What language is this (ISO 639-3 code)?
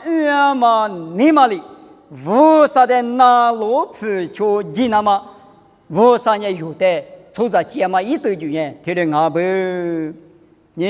lis